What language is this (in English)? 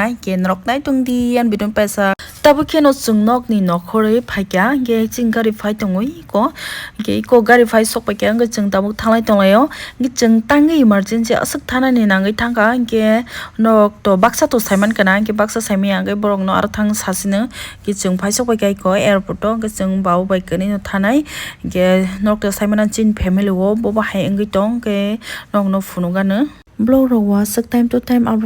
Kok Borok